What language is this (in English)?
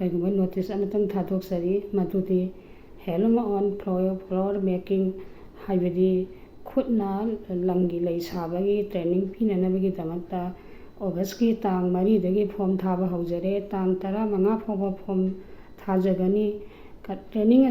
Manipuri